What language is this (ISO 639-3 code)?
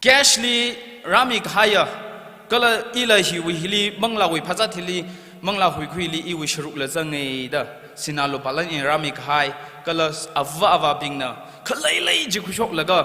nmf